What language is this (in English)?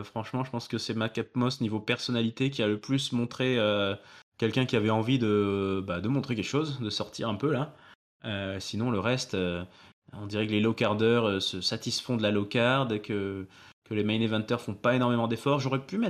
French